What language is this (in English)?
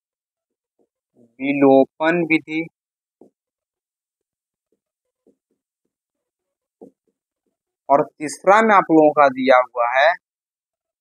Hindi